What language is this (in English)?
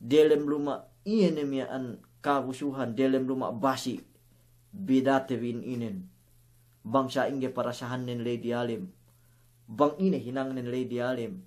Yakan